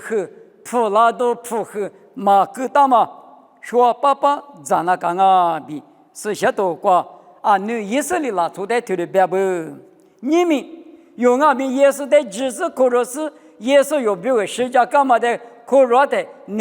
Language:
Lisu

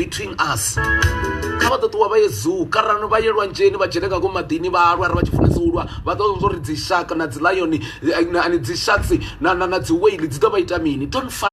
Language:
Venda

